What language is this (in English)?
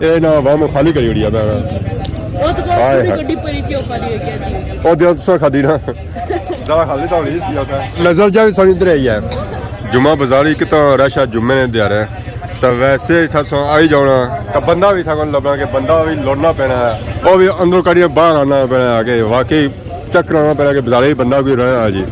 Pahari-Potwari